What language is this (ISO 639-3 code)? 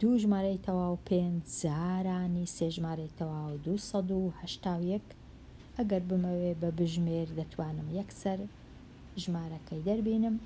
ckb